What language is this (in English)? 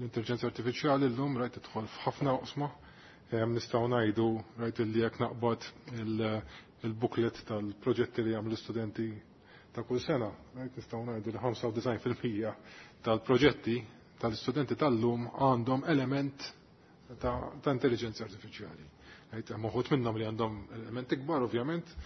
Maltese